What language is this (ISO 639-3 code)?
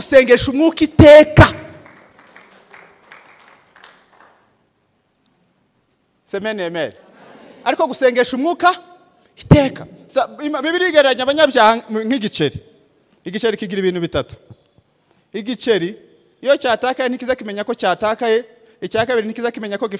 kin